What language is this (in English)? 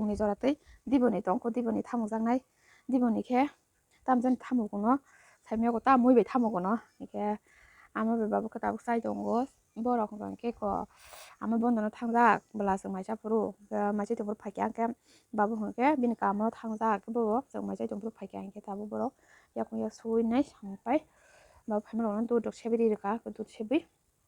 Kok Borok